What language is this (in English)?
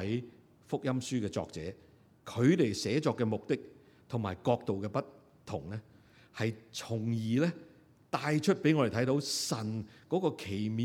Cantonese